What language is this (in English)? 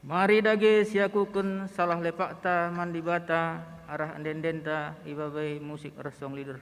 Batak Karo